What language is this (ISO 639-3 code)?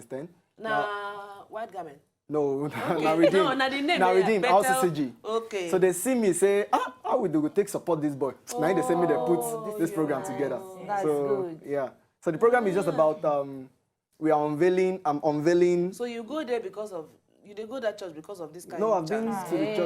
pcm